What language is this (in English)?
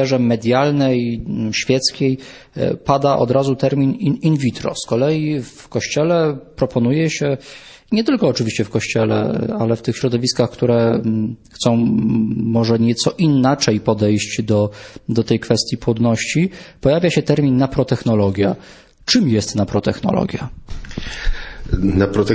Polish